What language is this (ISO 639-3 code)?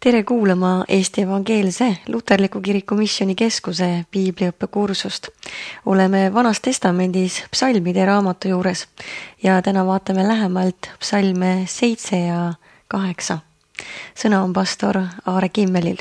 est